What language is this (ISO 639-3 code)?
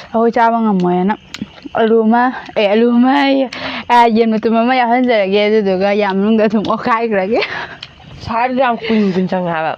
mni